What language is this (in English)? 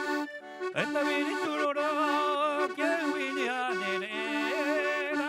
Rapanui